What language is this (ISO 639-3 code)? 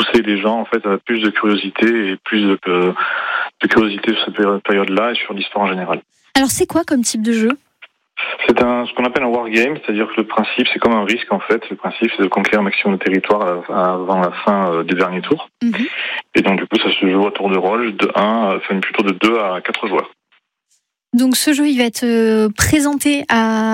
fra